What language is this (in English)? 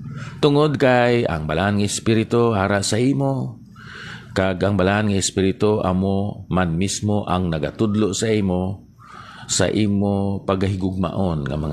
Hiligaynon